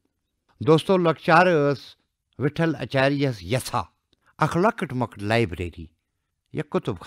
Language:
Kashmiri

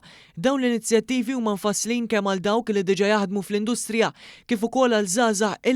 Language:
Maltese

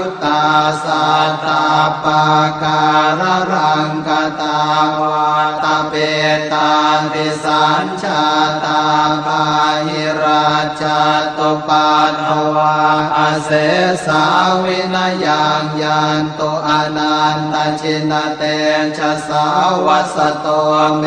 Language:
Pali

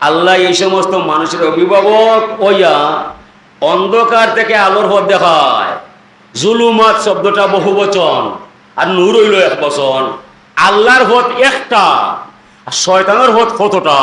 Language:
Sylheti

